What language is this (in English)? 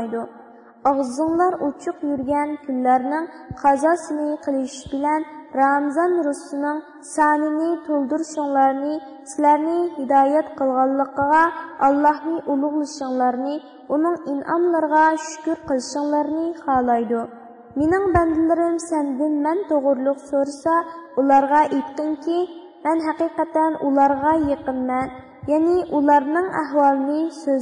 Uyghur